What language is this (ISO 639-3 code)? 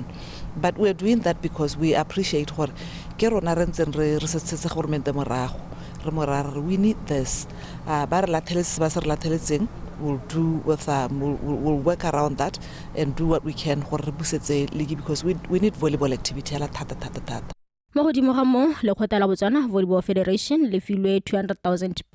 tsn